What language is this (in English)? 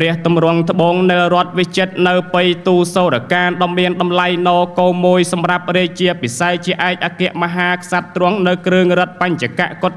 Khmer